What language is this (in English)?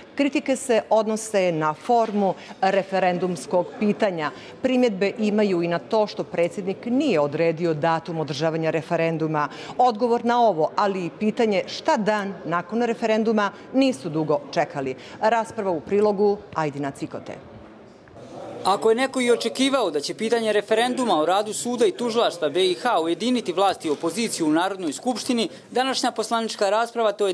Bosnian